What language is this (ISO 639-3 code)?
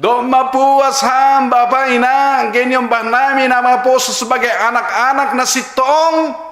bts